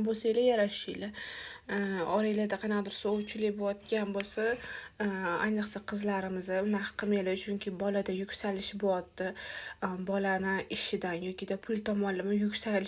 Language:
Uzbek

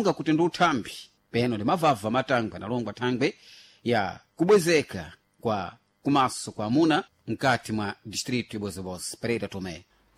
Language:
Sena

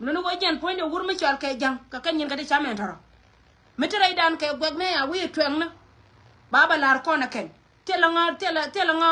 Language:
Nuer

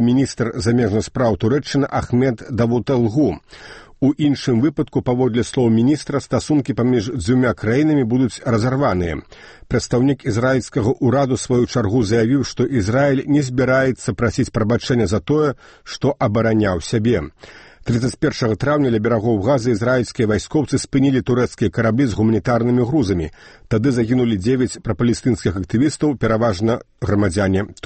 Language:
Belarusian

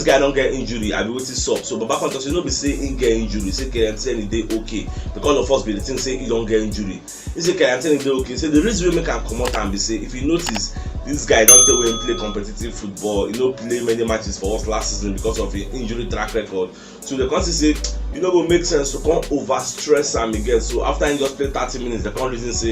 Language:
Nigerian Pidgin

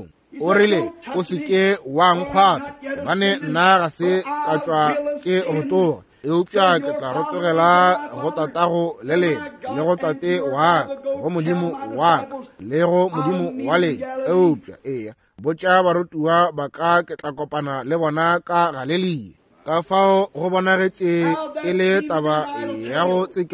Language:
Northern Sotho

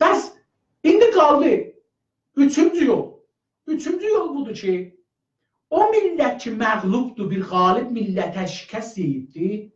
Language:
South Azerbaijani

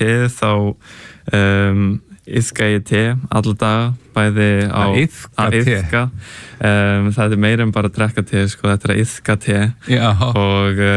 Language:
Icelandic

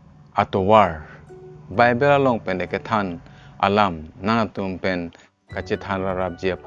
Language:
Karbi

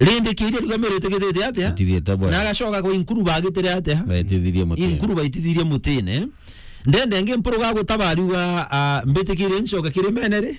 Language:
Meru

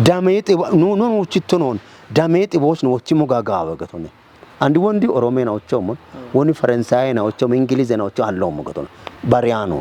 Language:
Kafa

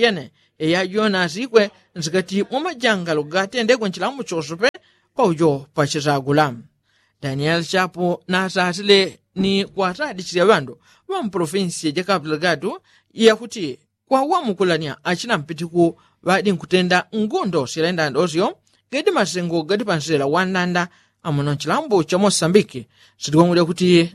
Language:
Yao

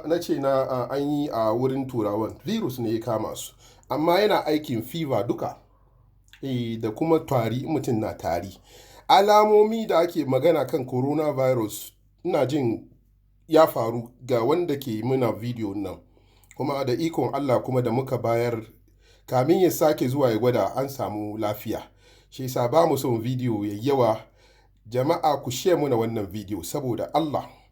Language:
Hausa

